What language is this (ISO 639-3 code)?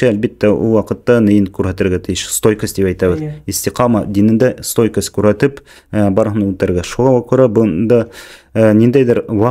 bak